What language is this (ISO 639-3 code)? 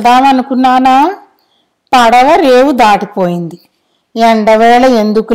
tel